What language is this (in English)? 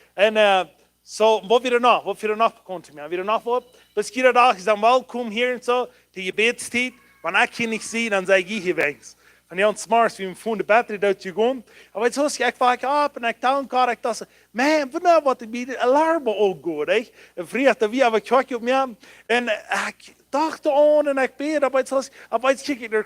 Plautdietsch